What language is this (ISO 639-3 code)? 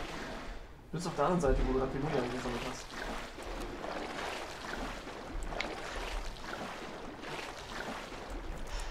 deu